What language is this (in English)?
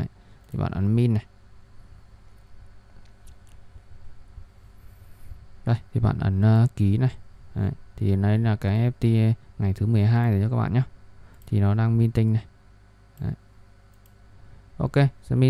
Vietnamese